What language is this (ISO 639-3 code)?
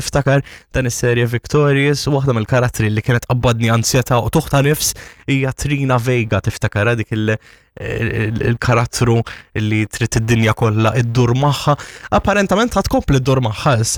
mlt